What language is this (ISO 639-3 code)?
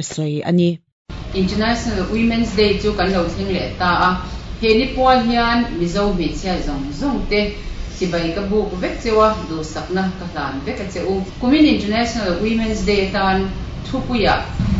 lus